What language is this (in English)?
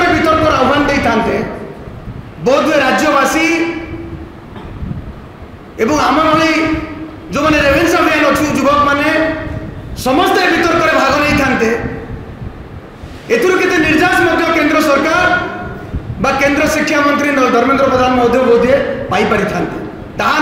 Odia